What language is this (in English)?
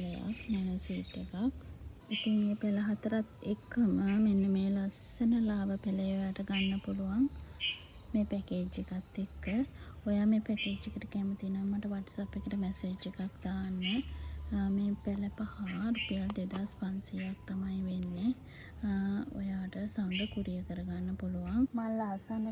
Sinhala